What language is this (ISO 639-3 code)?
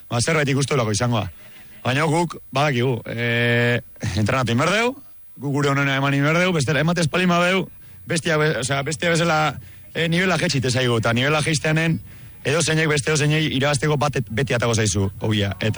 eus